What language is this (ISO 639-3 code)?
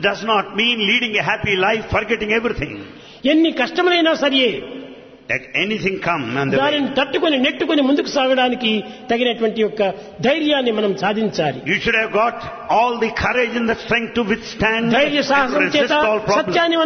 tel